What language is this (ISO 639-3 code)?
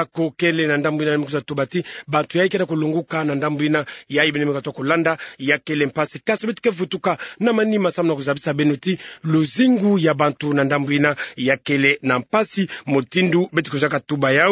ktu